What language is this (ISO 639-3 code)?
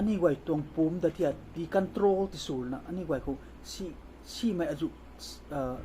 nbu